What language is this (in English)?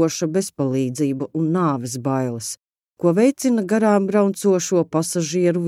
Latvian